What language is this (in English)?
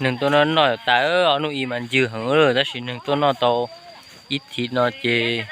Hmong